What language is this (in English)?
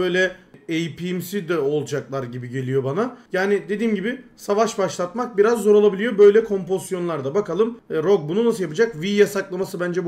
Turkish